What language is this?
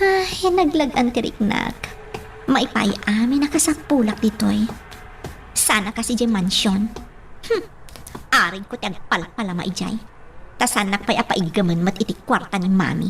Iloko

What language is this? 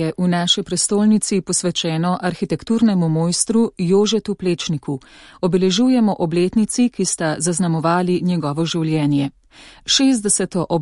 Slovenian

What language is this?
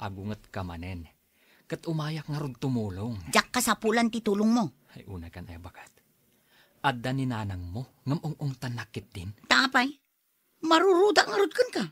Iloko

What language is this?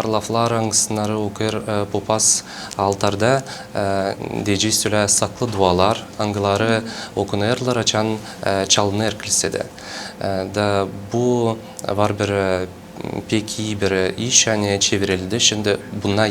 Gagauz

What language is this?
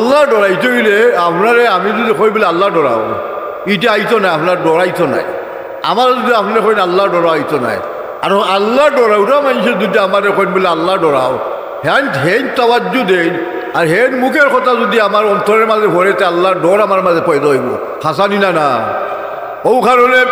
Sylheti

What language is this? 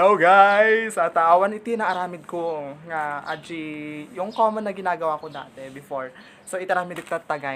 Iloko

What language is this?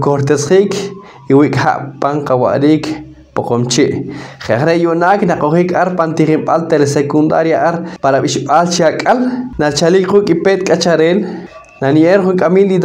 Poqomchi'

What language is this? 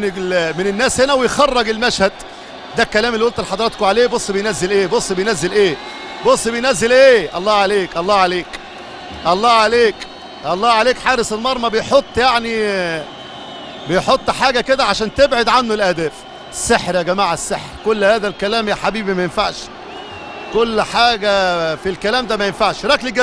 Egyptian Arabic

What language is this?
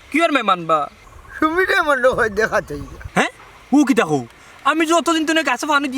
Sylheti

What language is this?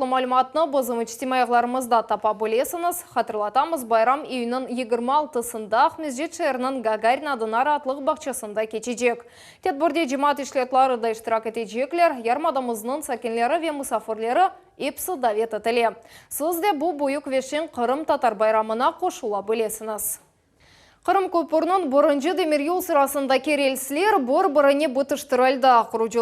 Crimean Tatar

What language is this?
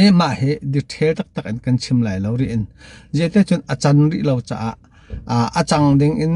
Hakha Chin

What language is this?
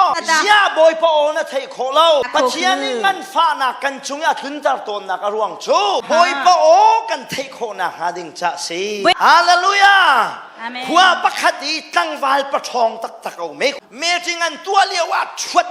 Hakha Chin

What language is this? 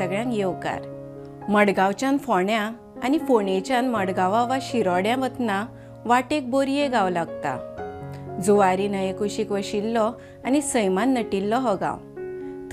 Konkani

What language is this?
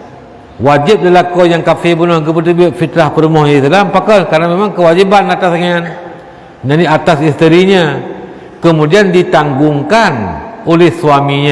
Achinese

